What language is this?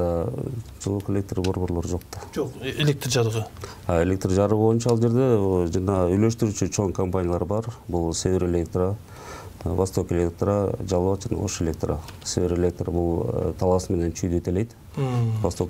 Kyrgyz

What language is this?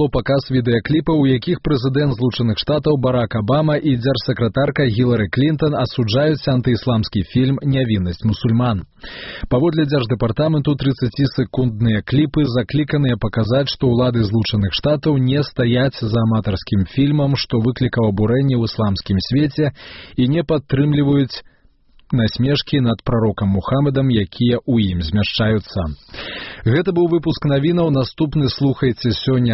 Belarusian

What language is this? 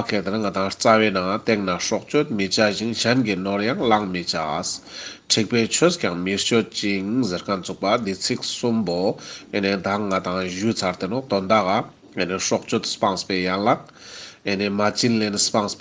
Ladakhi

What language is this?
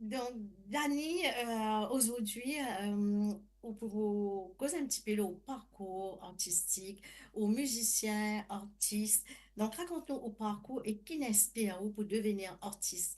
Morisyen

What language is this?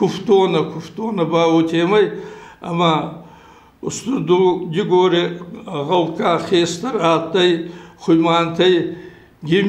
Ossetic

